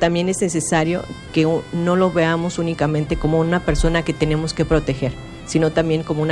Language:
Spanish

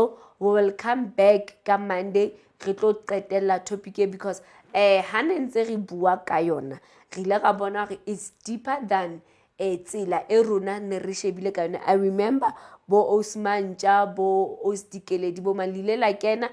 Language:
Southern Sotho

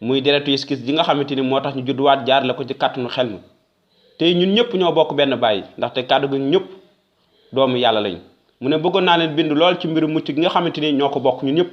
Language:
Wolof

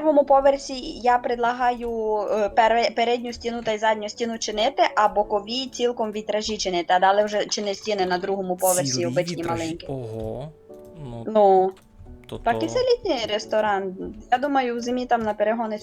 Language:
Rusyn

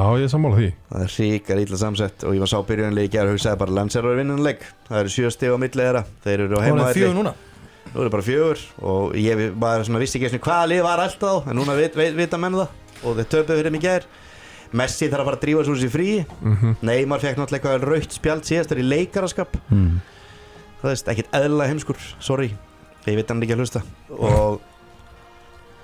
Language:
Icelandic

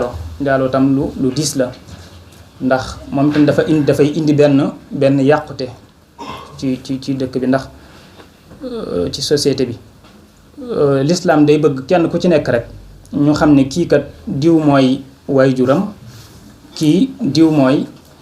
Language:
Wolof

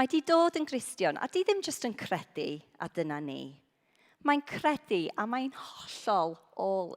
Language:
Welsh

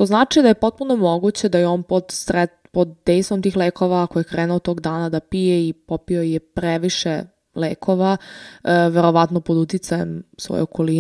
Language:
Serbian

